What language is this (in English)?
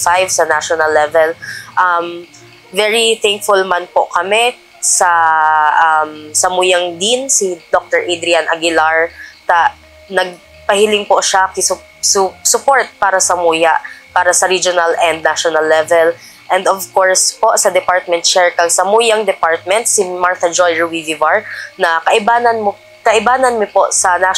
Bikol